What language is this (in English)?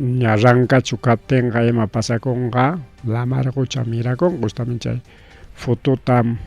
Ayacucho Quechua